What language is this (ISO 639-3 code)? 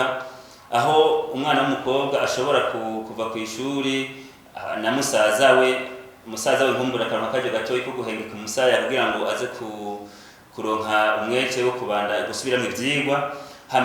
run